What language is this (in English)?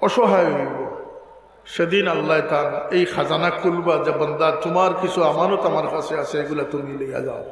Sylheti